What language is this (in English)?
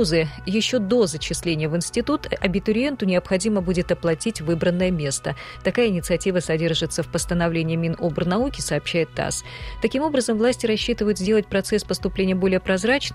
Russian